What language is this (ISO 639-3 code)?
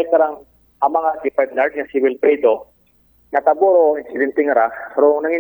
akl